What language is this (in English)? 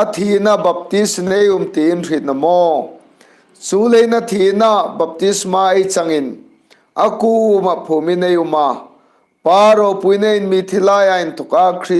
Hmar